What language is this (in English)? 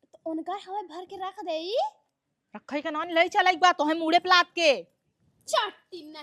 Awadhi